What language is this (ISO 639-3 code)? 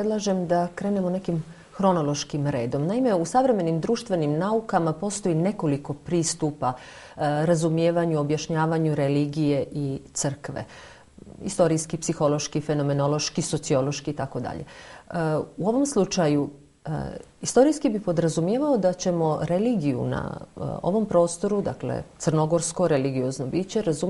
srp